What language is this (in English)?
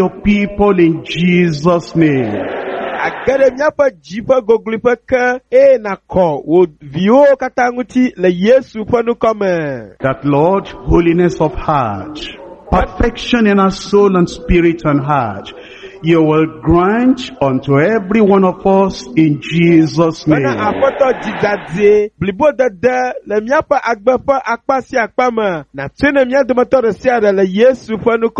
Ewe